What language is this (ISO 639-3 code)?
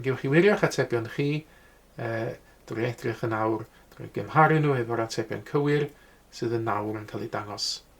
cym